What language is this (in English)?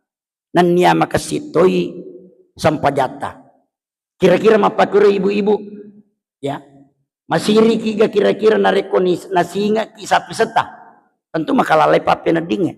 Buginese